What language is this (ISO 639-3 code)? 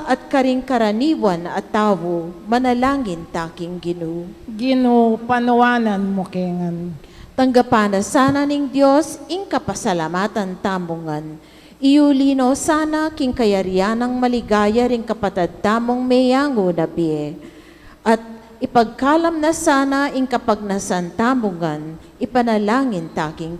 pam